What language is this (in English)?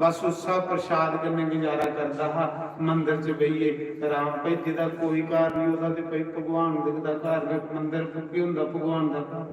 Dogri